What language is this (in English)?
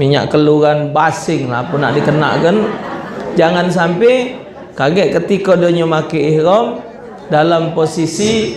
Musi